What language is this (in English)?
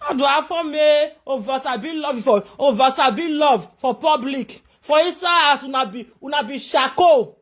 Nigerian Pidgin